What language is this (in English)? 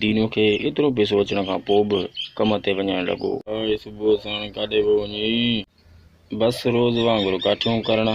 Sindhi